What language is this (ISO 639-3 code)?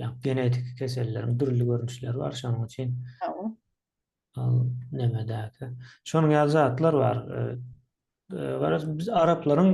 tuk